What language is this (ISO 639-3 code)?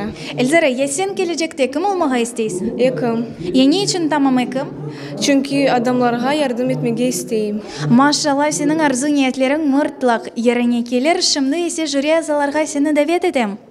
crh